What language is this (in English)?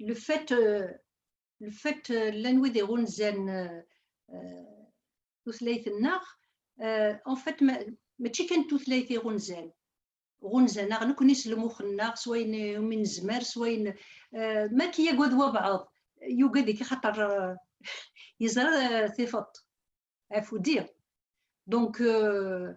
Kabyle